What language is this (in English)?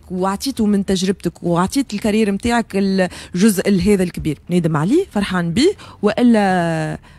Tunisian Arabic